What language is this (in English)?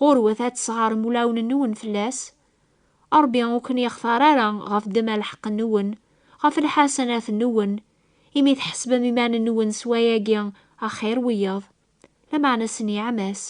Kabyle